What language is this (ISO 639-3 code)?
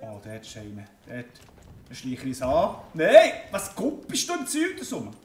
gsw